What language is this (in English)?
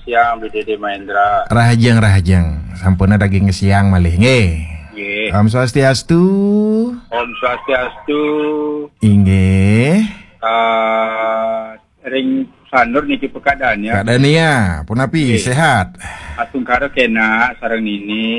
Balinese